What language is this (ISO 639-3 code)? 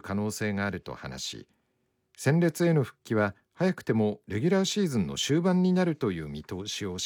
jpn